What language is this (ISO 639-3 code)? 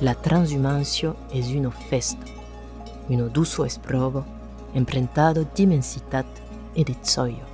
oci